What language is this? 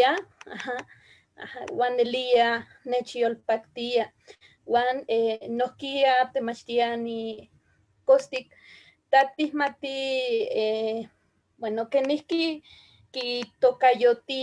Eastern Huasteca Nahuatl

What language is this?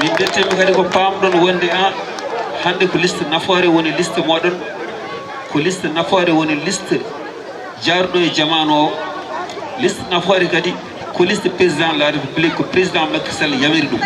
Fula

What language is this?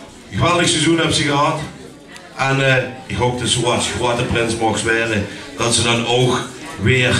Limburgish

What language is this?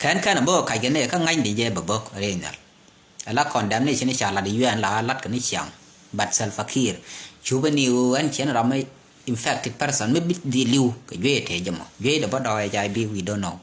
Nuer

